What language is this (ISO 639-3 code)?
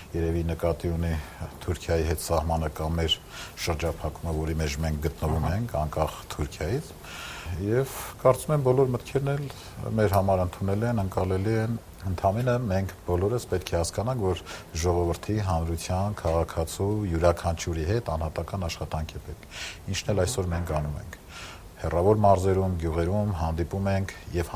hye